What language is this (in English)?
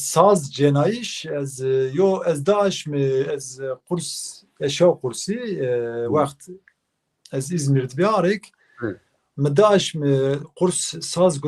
Zaza